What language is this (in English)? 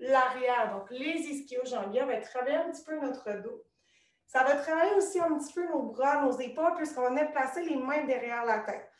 French